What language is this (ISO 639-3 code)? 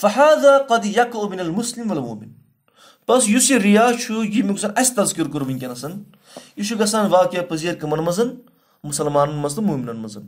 kas